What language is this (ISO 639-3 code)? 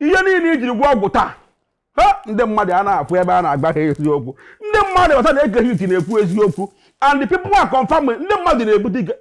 ibo